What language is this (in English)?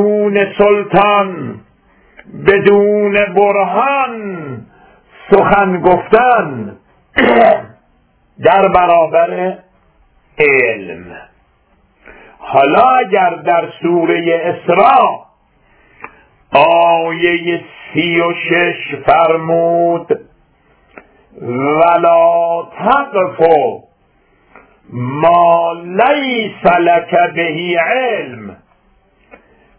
Persian